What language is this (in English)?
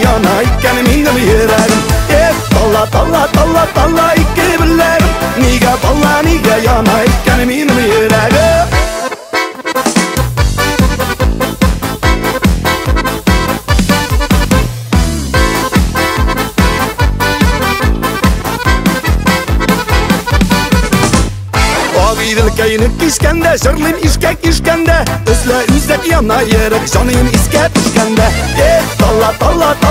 Tatar